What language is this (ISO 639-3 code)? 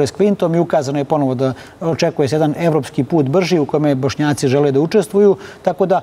srp